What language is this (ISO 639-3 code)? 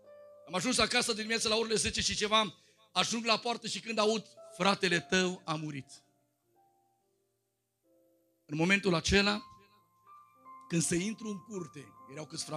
ron